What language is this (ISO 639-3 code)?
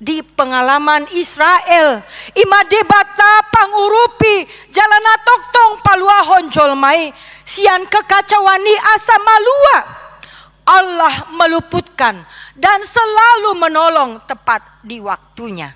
bbc